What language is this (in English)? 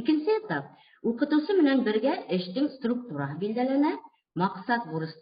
Bashkir